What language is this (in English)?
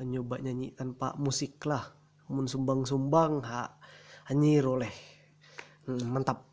Ma'anyan